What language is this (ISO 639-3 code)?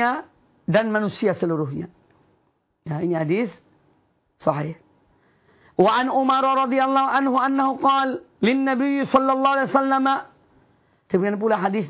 ind